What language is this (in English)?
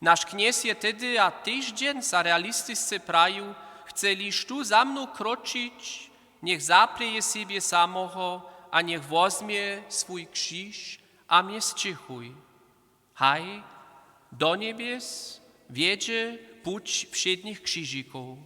Upper Sorbian